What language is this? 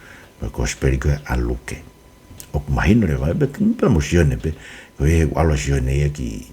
Tongan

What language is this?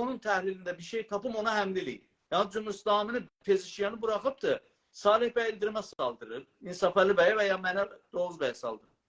South Azerbaijani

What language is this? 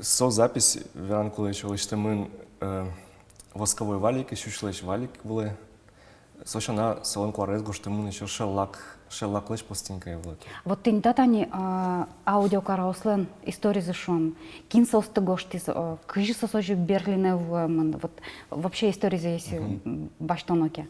Udmurt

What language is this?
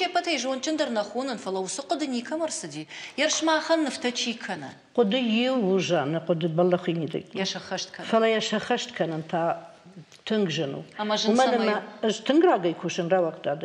Ossetic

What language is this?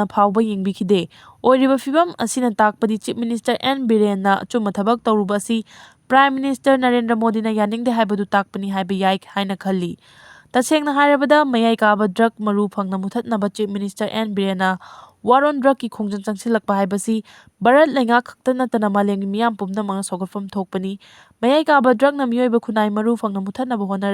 Manipuri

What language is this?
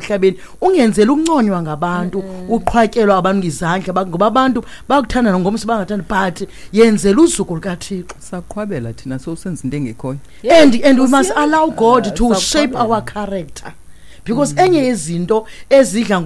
Xhosa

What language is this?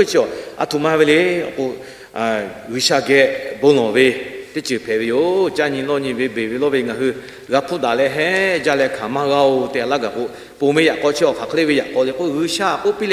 Lahu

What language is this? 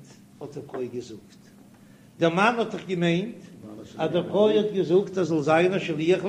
Yiddish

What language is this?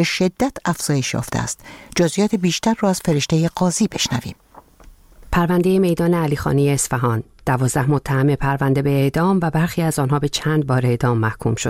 Persian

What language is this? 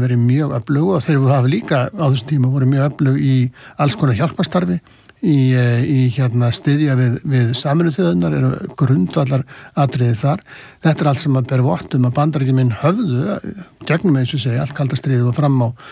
Icelandic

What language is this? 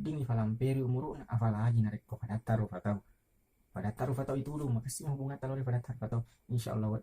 Buginese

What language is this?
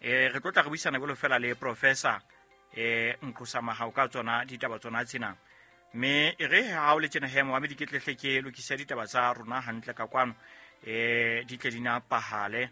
Southern Sotho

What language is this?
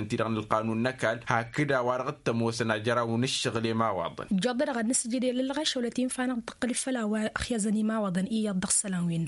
Tamasheq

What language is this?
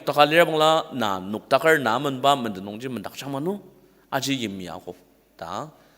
Ao Naga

